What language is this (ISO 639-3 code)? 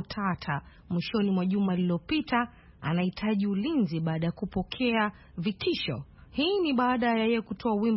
swa